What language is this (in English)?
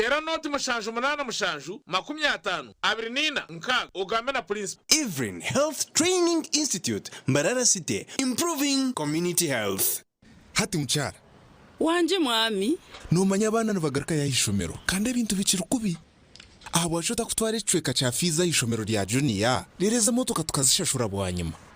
Nyankole